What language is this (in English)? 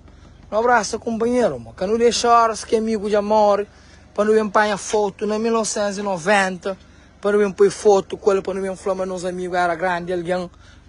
Kabuverdianu